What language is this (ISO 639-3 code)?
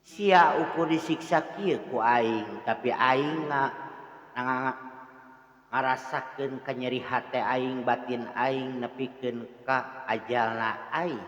sun